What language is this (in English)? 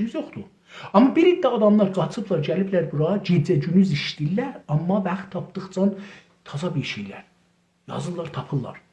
South Azerbaijani